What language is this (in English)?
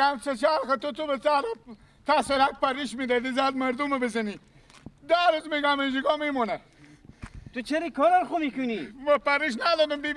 Persian